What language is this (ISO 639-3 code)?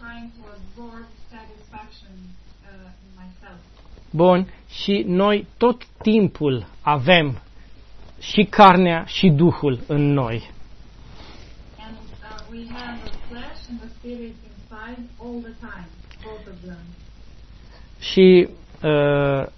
ron